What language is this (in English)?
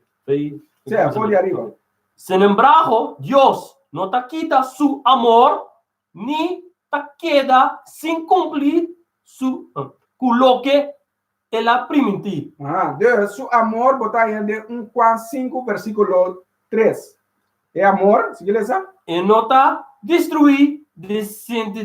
Papiamento